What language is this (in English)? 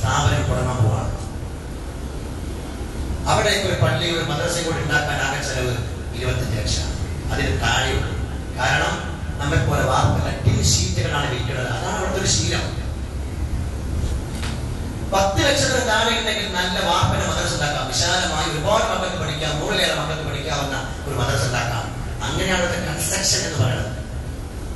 Malayalam